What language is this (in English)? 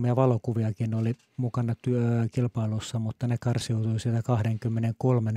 Finnish